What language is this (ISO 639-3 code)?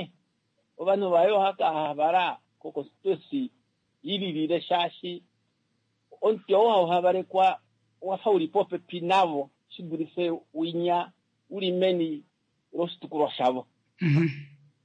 kua